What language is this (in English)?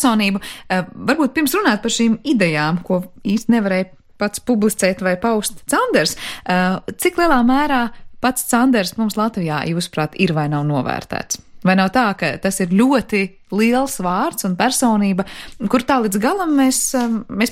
Latvian